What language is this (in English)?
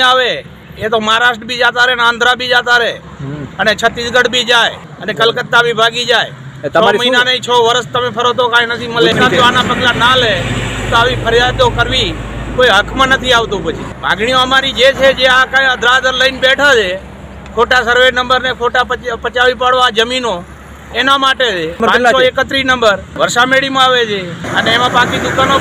Gujarati